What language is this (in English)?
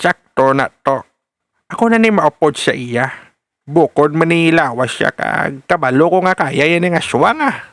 Hiligaynon